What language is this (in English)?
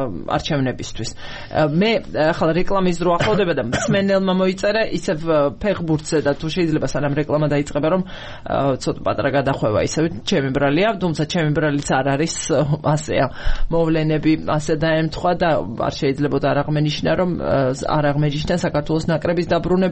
Georgian